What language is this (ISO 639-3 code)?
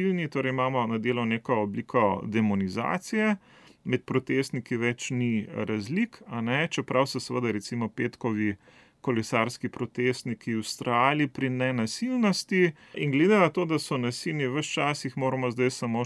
slv